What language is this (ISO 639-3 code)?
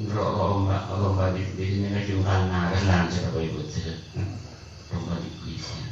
mad